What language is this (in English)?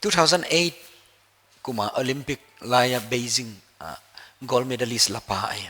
Paite Chin